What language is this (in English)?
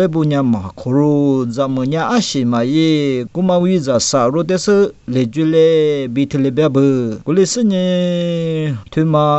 Lisu